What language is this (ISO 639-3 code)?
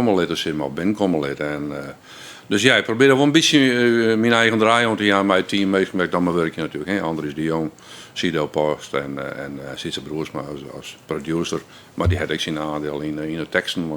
fry